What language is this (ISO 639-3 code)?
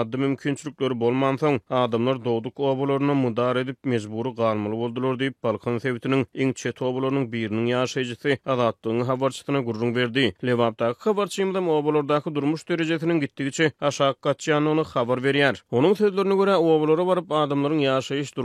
tuk